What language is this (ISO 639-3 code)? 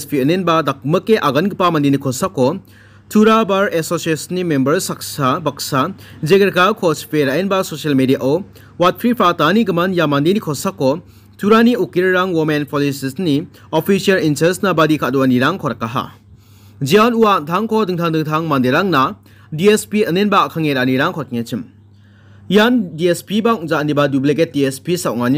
grt